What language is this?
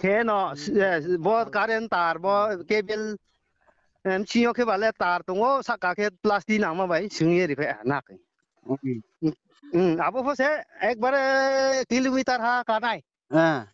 Riang (India)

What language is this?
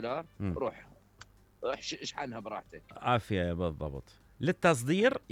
Mesopotamian Arabic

